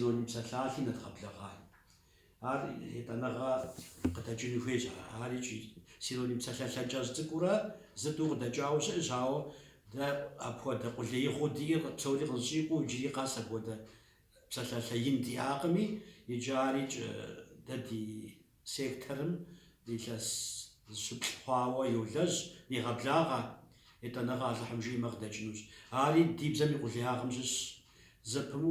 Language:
Kabardian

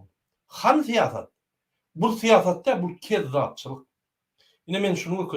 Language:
Turkmen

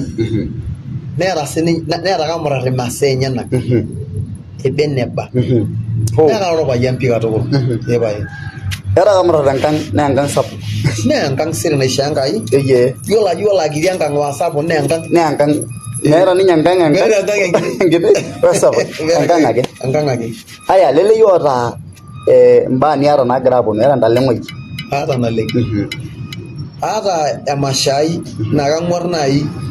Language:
Masai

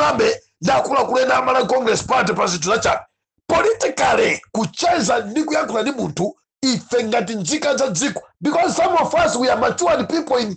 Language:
Nyanja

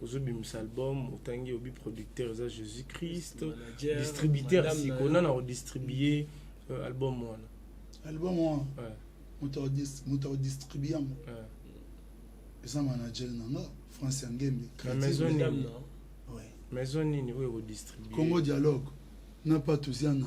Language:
Lingala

